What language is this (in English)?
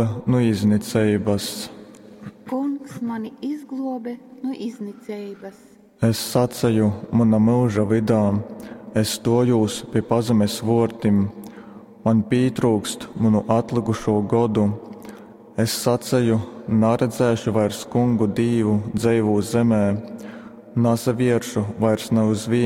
Latgalian